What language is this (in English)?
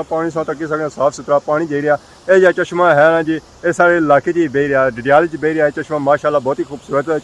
Pahari-Potwari